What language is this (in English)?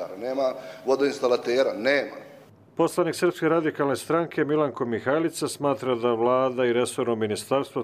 Croatian